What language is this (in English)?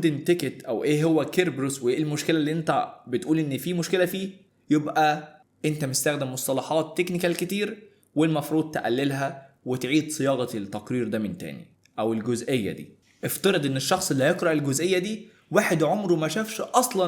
Egyptian Arabic